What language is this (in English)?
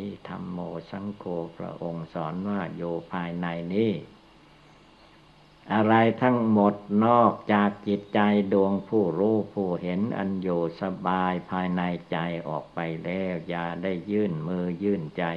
Thai